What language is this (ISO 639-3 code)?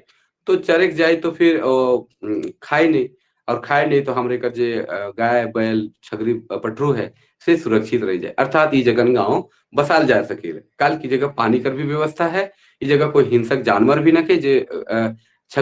sck